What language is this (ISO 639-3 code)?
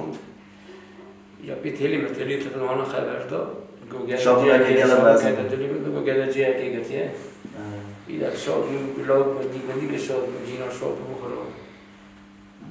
kur